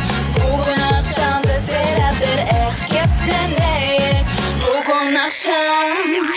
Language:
Crimean Tatar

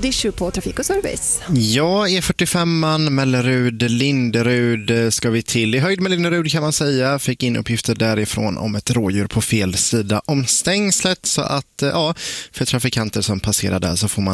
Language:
Swedish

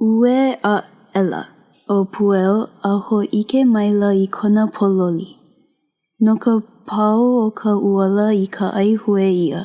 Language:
Hawaiian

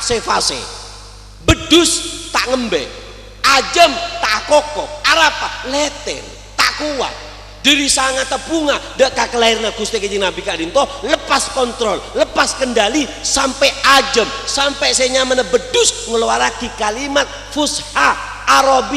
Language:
Madurese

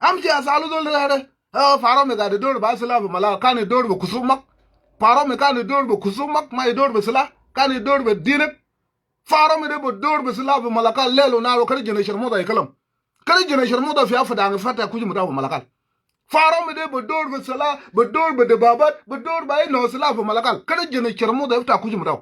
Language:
Nuer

